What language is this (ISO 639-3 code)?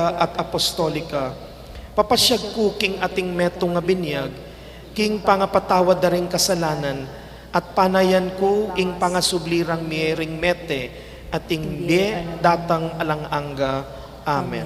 pam